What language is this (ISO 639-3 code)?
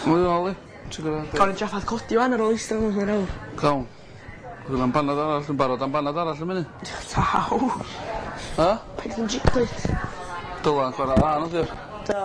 cym